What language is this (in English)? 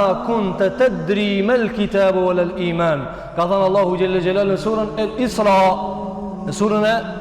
Albanian